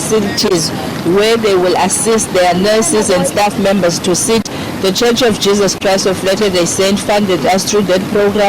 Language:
Venda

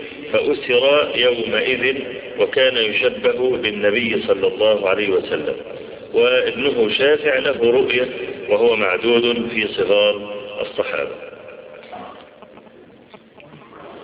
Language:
Arabic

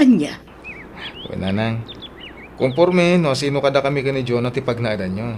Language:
Iloko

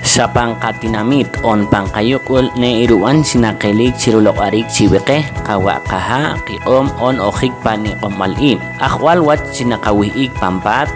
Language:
Poqomchi'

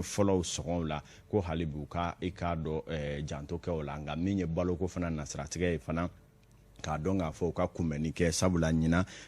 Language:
Bambara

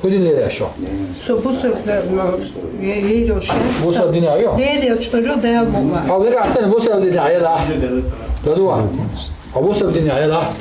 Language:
Chechen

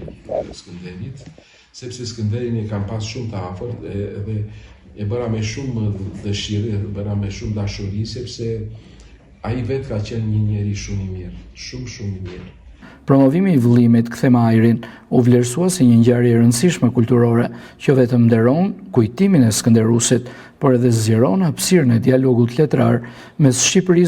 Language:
Albanian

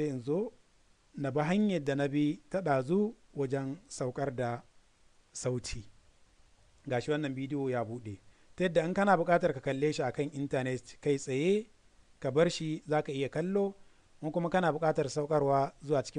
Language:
Hausa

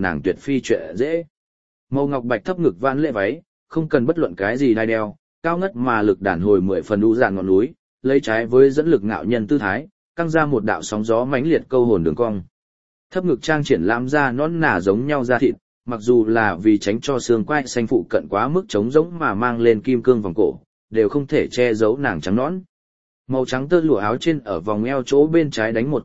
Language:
Vietnamese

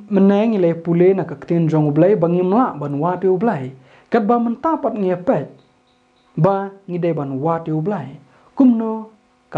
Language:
Khasi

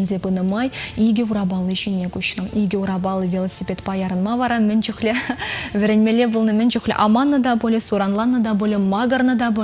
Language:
Chuvash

